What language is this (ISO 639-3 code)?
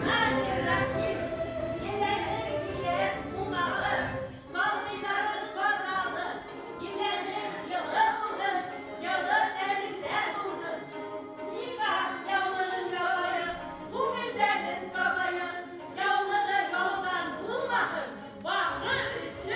bak